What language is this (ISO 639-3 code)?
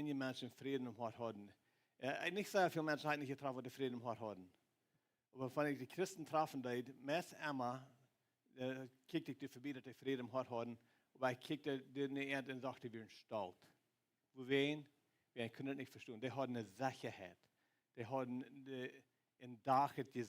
pdt